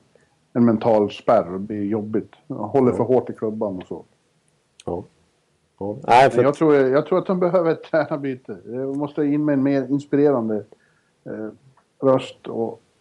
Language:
Swedish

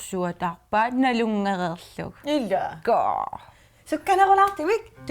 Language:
Kalaallisut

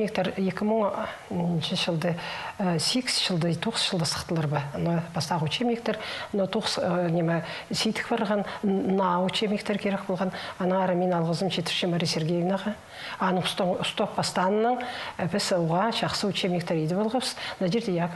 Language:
Khakas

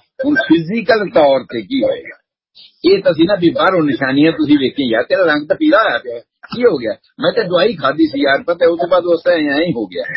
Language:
Punjabi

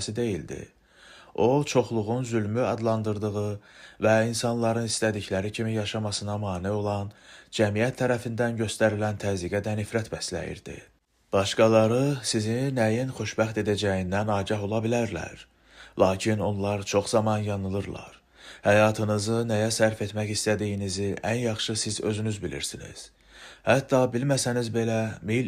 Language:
Azerbaijani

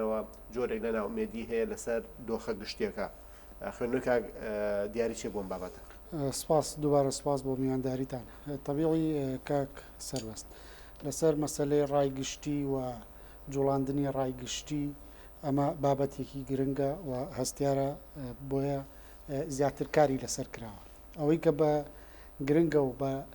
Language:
Central Kurdish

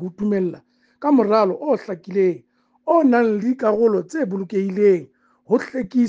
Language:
Southern Sotho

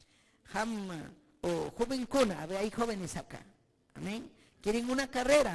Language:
Ayacucho Quechua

